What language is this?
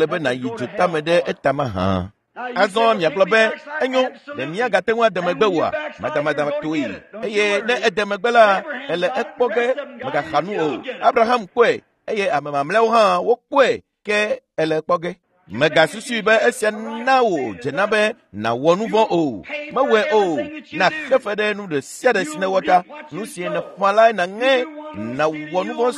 Ewe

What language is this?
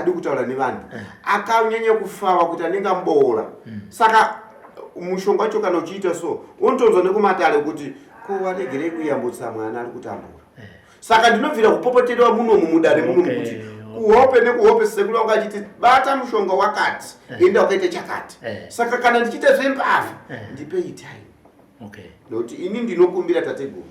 Shona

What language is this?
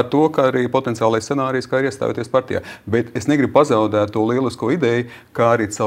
Latvian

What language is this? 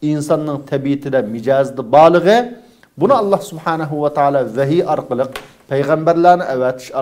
Uyghur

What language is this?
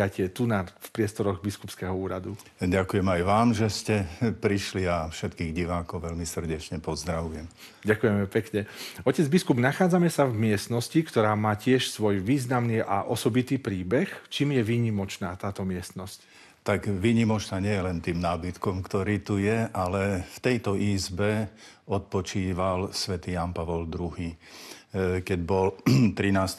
Slovak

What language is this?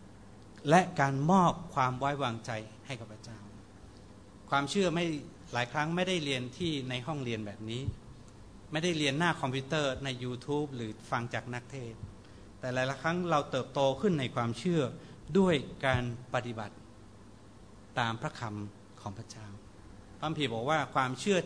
Thai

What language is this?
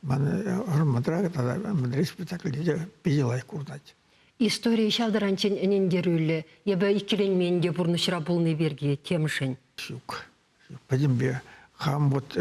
Chuvash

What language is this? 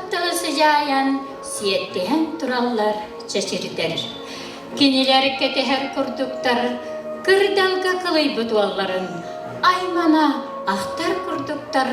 Yakut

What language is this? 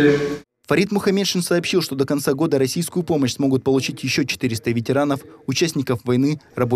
Russian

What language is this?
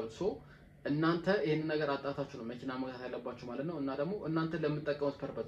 Amharic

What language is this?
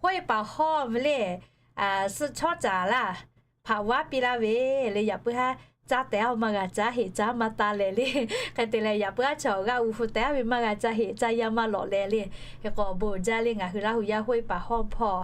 Lahu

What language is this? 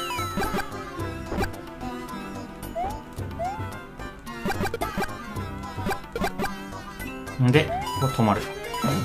Japanese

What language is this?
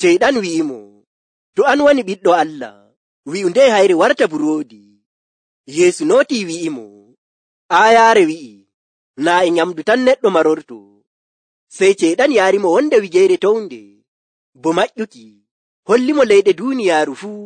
Nigerian Fulfulde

